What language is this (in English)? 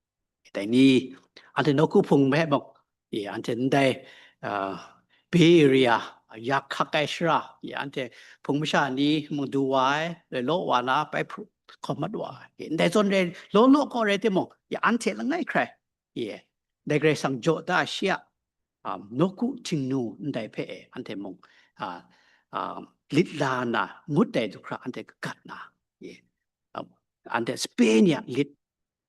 Kachin